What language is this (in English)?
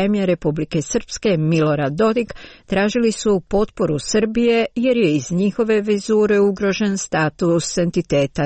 Croatian